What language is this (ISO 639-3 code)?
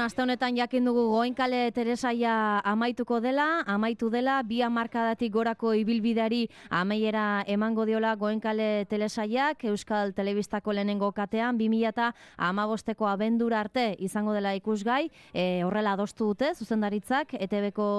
eus